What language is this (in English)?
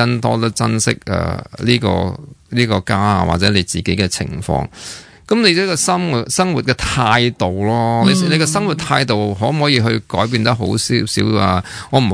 Cantonese